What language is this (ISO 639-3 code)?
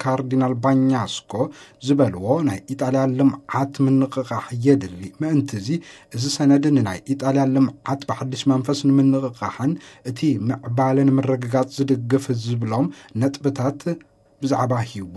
tir